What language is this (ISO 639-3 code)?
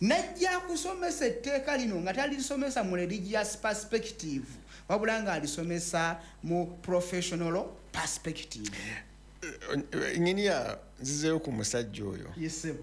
lug